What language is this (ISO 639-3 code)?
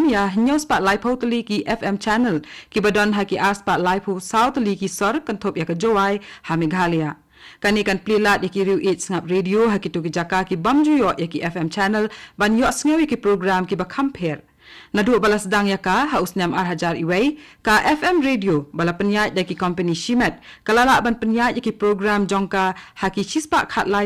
kha